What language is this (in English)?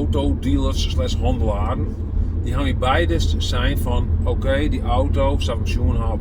Western Frisian